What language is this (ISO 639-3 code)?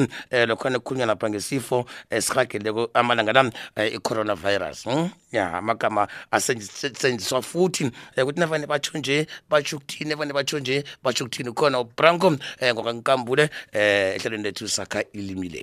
nbl